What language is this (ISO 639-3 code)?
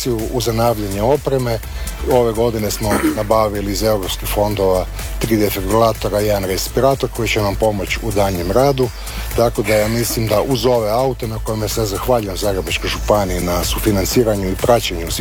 hrv